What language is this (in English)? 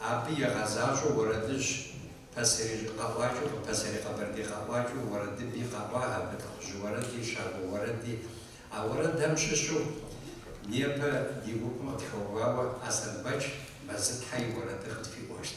Kabardian